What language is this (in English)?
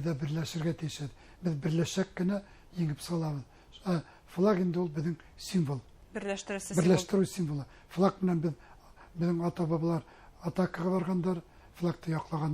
Bashkir